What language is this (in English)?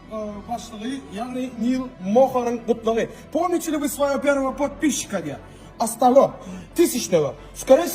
Turkmen